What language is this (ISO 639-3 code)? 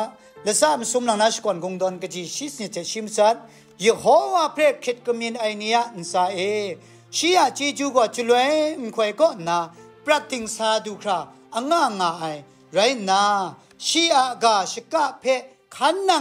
kac